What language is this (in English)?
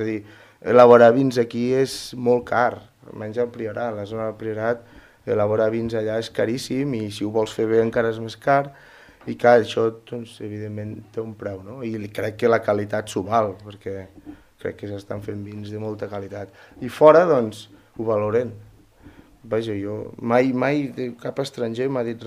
Catalan